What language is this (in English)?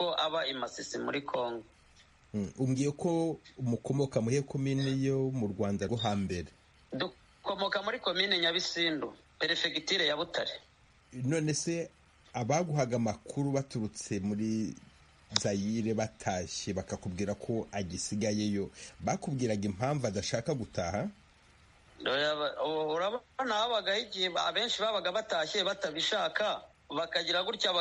Kinyarwanda